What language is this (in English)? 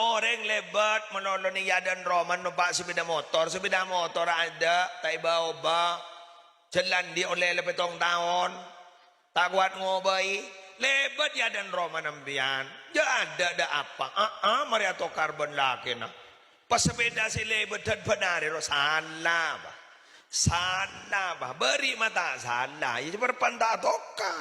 Madurese